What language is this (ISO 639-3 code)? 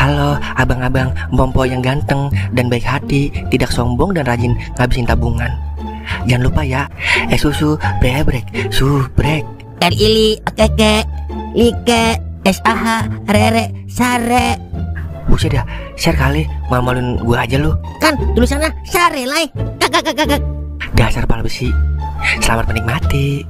bew